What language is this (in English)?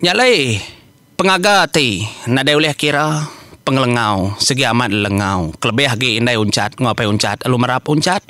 Iban